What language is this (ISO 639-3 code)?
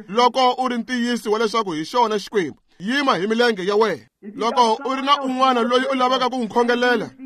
tso